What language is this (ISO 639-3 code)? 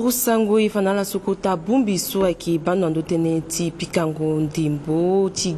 sag